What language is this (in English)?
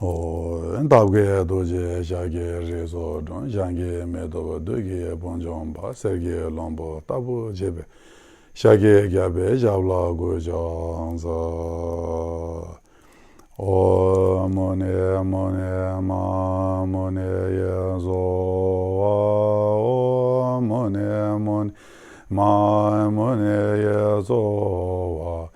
Ladakhi